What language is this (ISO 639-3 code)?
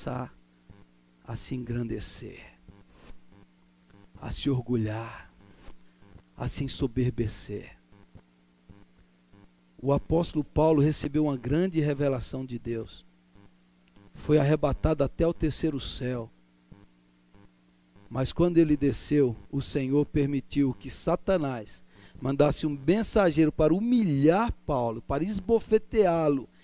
por